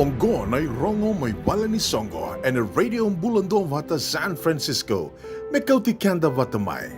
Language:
Fijian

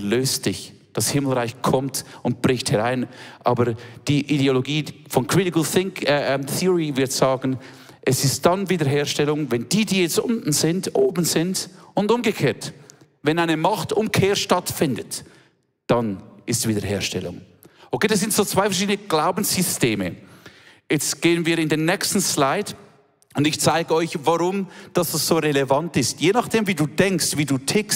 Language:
Swiss German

